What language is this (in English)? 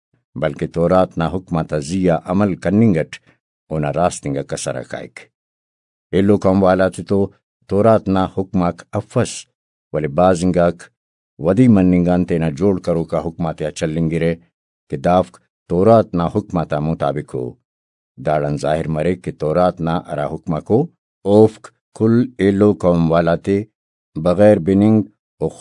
Brahui